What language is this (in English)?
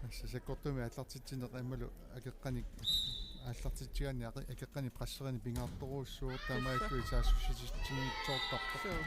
Kalaallisut